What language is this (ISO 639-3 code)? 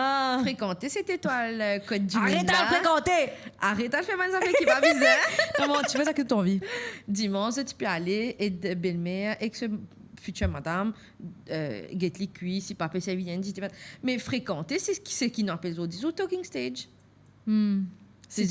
mfe